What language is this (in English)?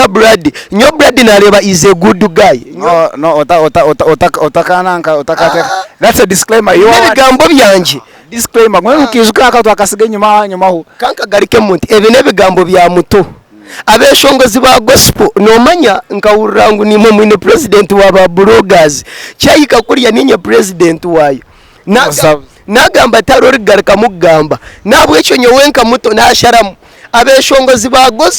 Nyankole